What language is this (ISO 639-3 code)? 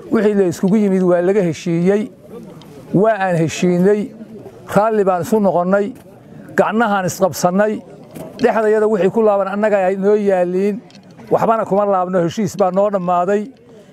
som